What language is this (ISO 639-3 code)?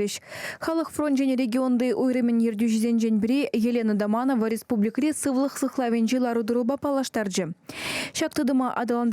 chv